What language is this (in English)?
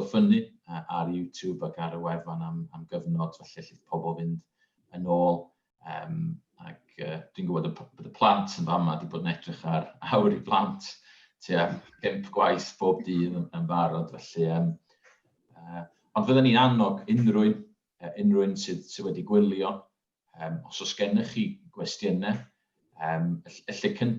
Welsh